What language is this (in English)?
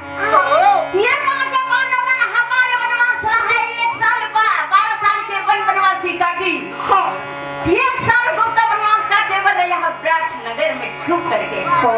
Chhattisgarhi